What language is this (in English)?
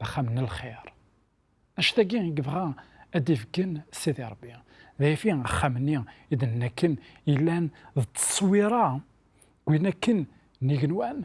Kabyle